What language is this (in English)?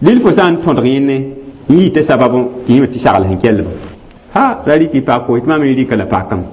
Mossi